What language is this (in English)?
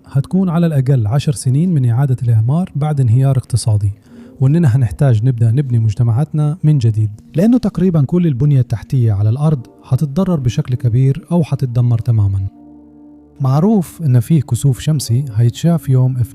Egyptian Arabic